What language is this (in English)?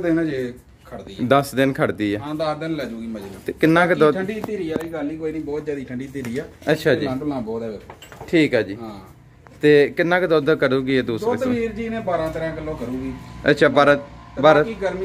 Punjabi